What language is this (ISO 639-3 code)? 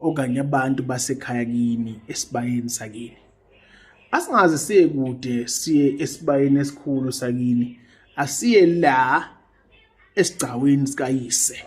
zul